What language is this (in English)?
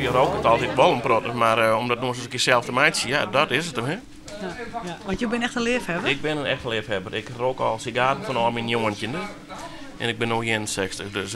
Western Frisian